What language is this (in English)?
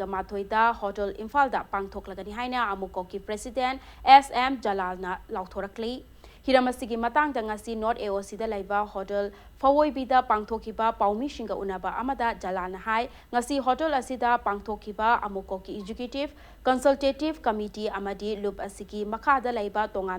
Manipuri